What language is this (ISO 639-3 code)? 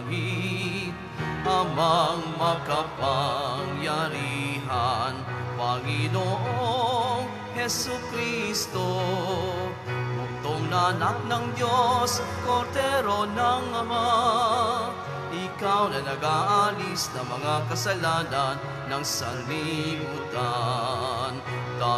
fil